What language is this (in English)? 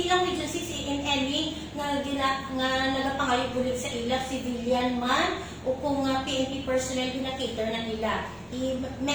Hiligaynon